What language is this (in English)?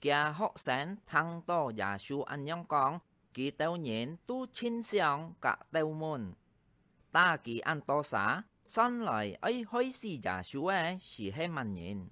Hakka Chinese